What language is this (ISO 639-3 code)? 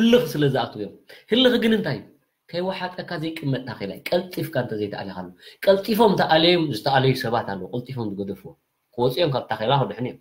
tir